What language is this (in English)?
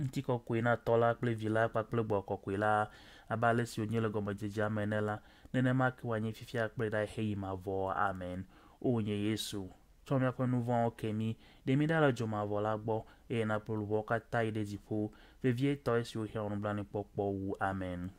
Ewe